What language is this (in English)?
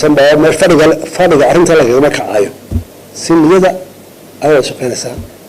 Somali